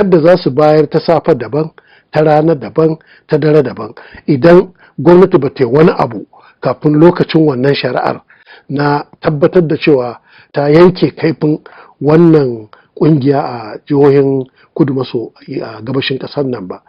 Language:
Hausa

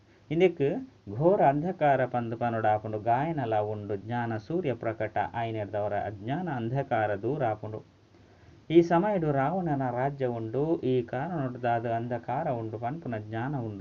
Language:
Tulu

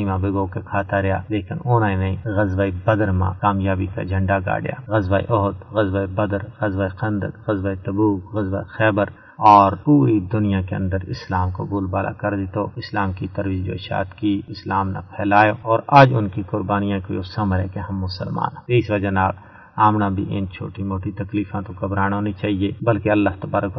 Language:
Gujari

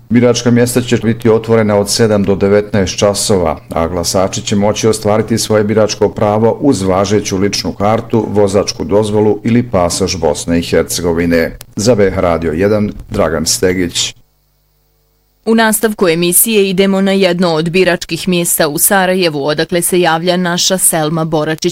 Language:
Bosnian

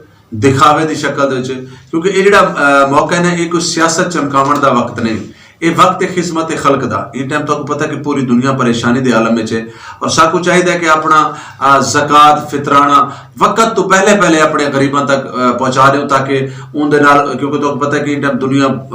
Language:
Western Panjabi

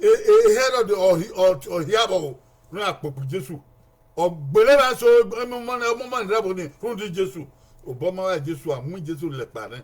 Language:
Bini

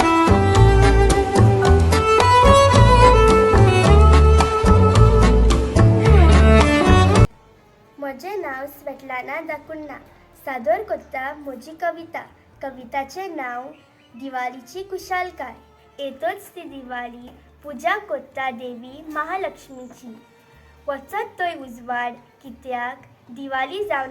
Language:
Konkani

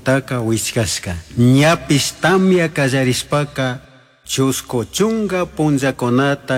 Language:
Chimborazo Highland Quichua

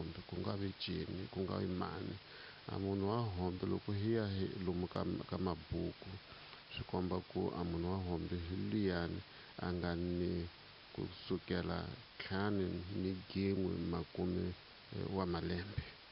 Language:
Tsonga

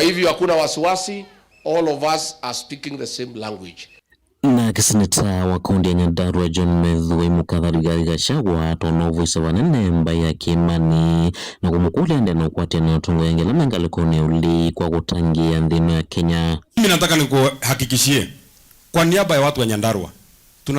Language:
Kamba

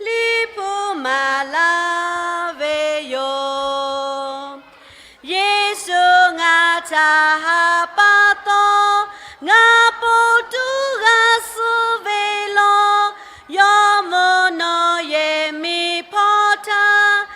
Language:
Lahu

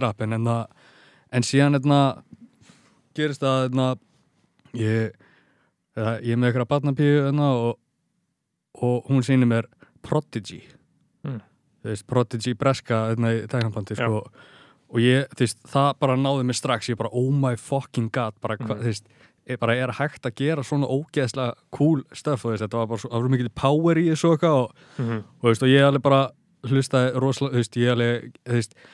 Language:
Icelandic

